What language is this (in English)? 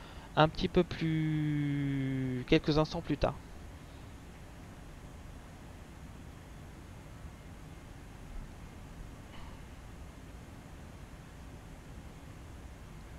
French